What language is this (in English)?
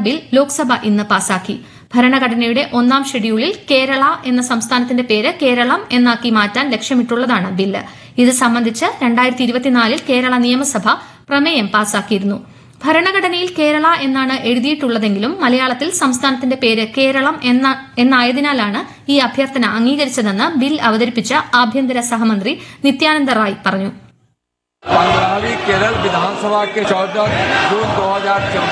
Malayalam